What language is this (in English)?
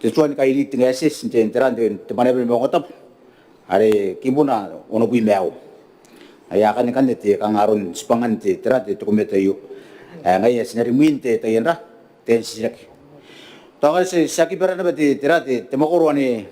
Gilbertese